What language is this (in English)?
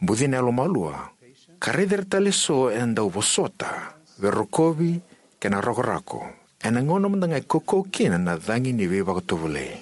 Fijian